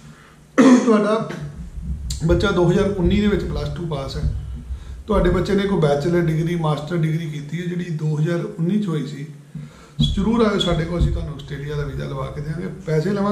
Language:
Punjabi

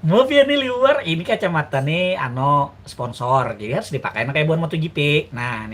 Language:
Banjar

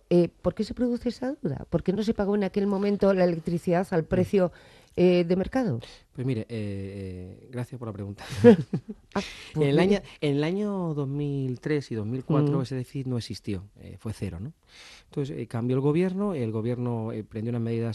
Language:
Spanish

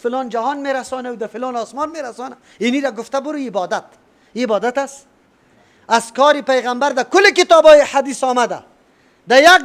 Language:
Persian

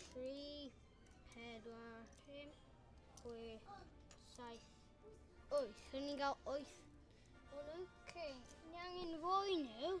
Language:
Welsh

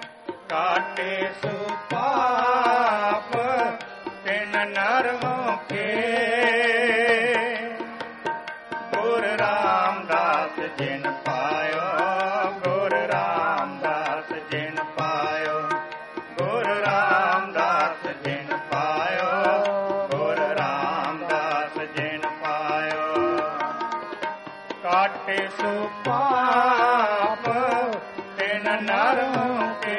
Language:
Punjabi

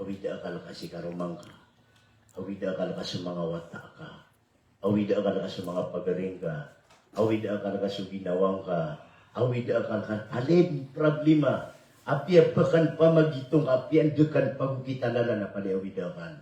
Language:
Maranao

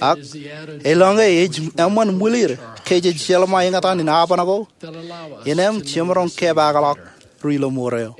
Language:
Marshallese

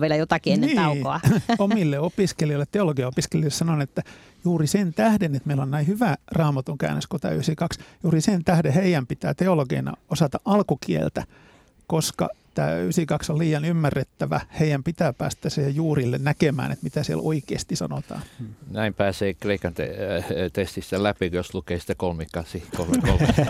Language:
Finnish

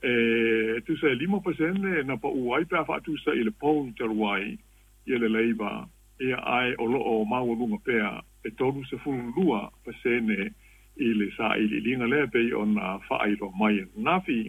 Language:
Samoan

